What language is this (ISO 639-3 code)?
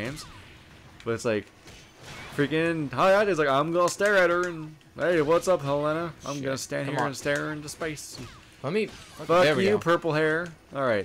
eng